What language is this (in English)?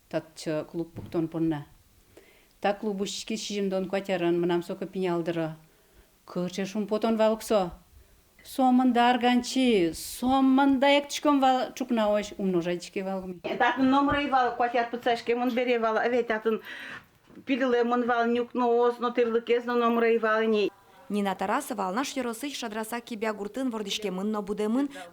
Udmurt